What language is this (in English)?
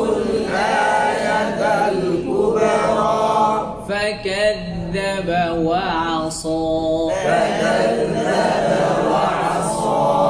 Arabic